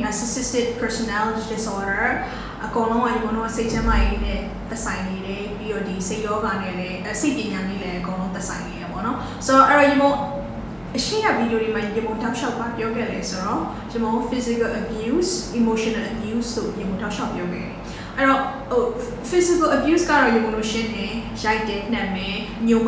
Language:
Burmese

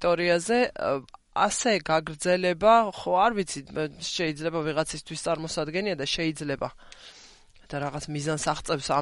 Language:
Georgian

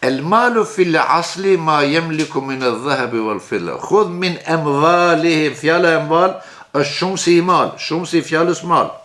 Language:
Albanian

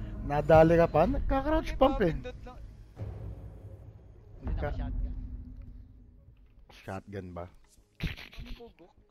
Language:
Filipino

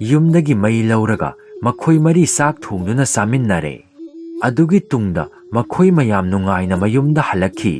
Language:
Manipuri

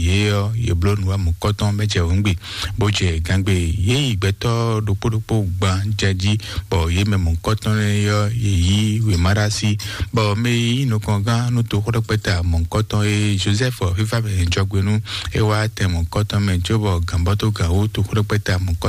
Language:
Fon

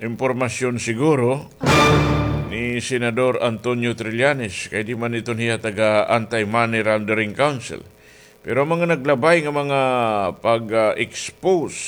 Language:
Waray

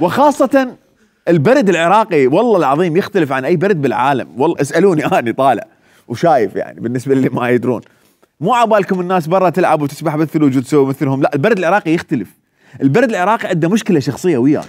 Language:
Mesopotamian Arabic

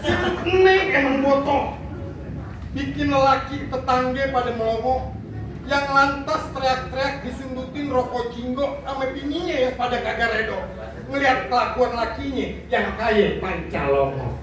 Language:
Betawi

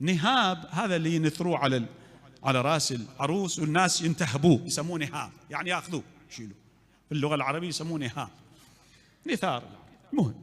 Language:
Mesopotamian Arabic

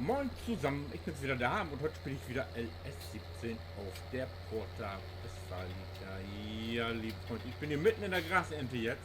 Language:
Low German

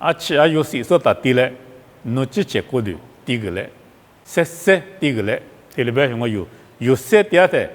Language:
Lisu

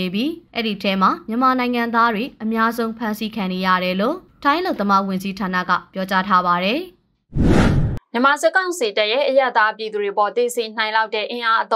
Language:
Burmese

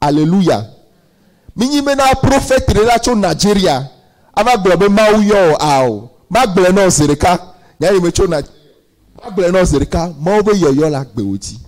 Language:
Ewe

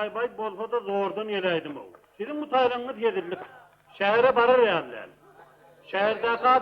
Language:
Turkmen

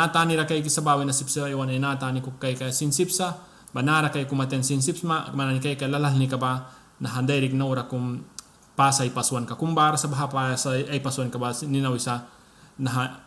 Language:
Mískito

